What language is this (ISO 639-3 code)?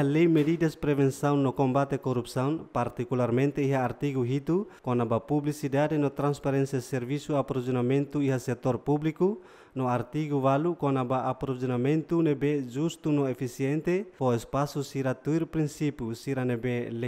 tet